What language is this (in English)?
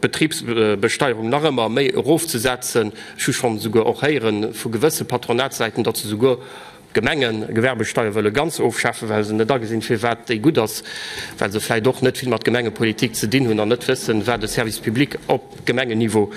Luxembourgish